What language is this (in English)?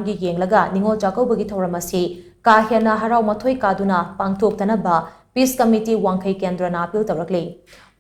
Manipuri